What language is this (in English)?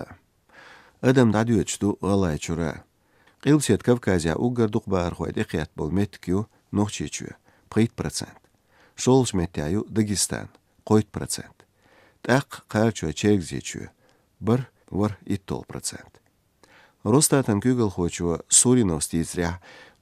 Chechen